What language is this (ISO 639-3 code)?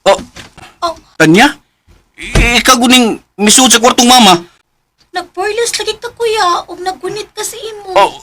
ceb